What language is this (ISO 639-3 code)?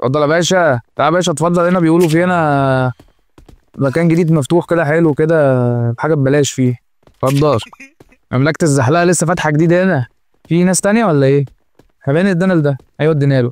arz